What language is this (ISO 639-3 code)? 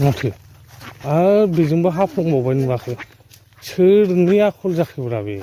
brx